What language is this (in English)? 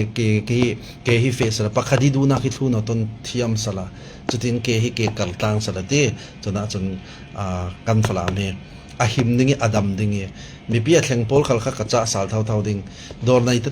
Falam Chin